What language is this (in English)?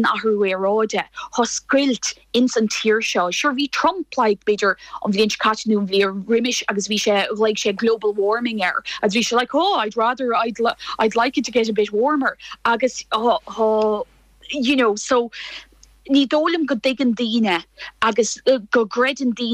Irish